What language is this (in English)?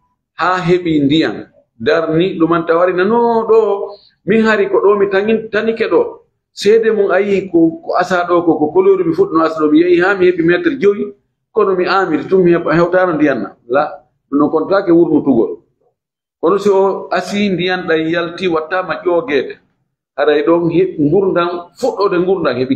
Fula